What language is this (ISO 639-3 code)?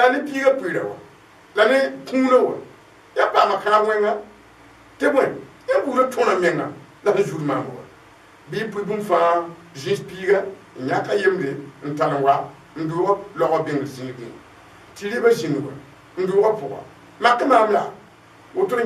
mos